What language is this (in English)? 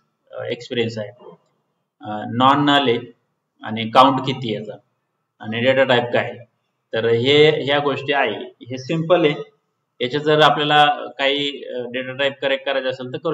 Marathi